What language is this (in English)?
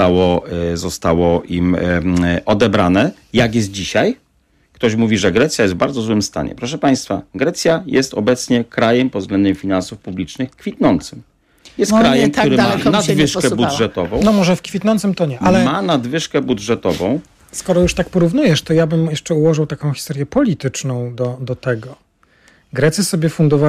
Polish